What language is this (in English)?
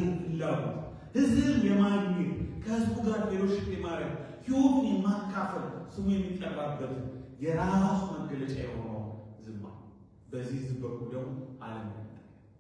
Amharic